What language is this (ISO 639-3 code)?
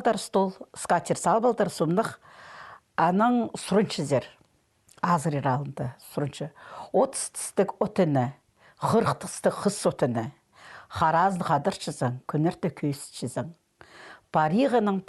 kjh